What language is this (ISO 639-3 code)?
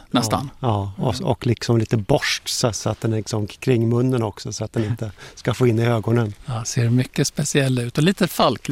swe